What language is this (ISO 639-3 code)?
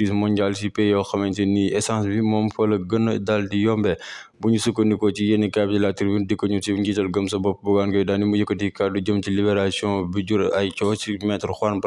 wol